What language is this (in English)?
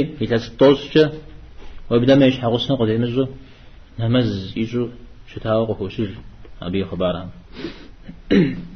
Kabardian